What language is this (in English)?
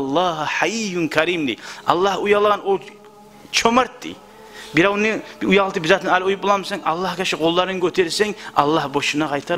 Kumyk